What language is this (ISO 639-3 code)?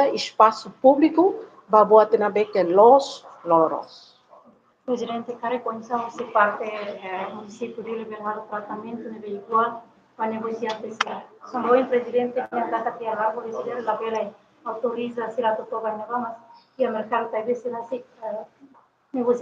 tet